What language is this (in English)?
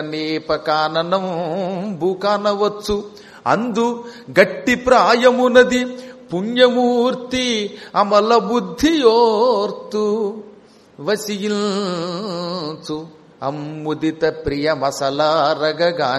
Telugu